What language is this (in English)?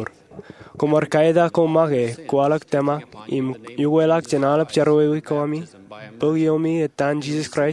Marshallese